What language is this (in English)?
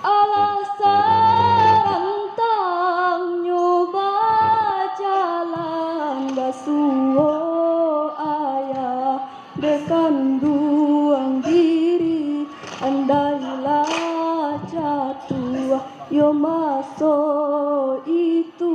Minangkabau